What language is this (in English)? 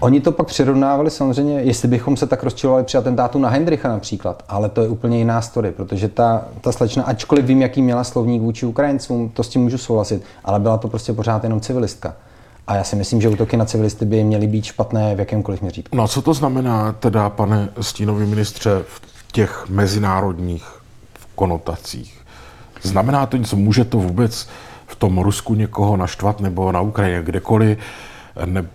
Czech